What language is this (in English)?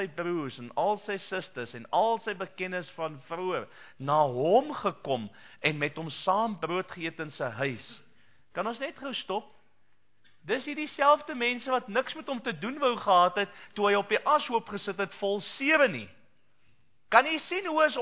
Afrikaans